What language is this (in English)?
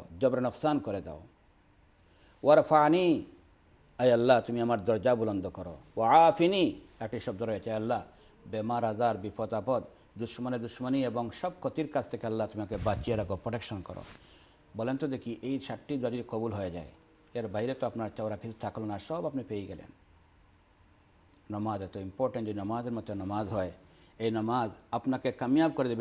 Bangla